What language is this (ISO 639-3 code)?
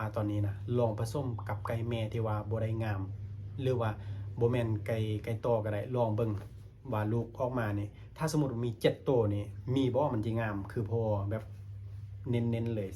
lao